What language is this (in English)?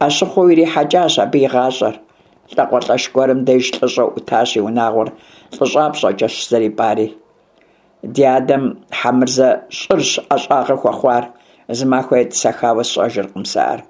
Kabardian